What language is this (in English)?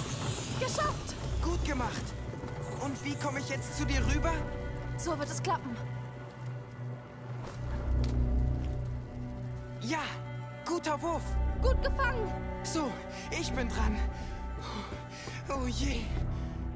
German